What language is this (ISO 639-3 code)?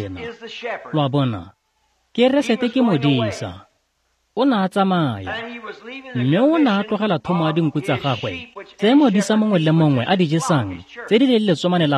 tsn